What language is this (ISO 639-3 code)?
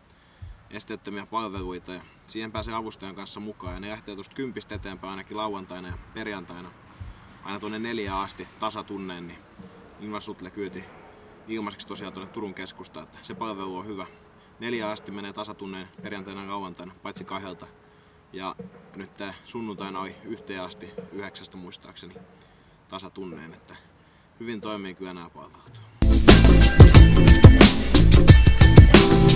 fin